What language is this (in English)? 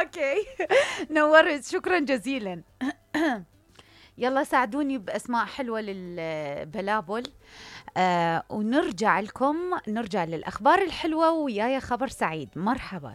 Mesopotamian Arabic